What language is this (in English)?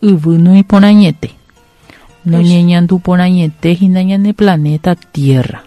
Guarani